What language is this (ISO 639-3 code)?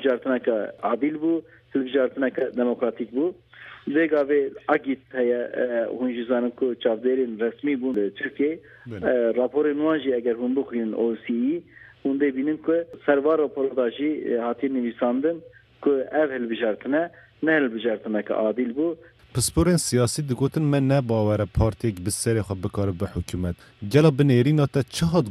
kur